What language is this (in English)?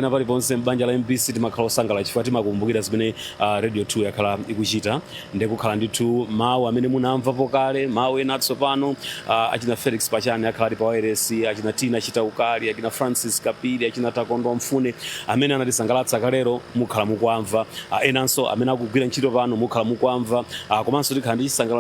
Nyanja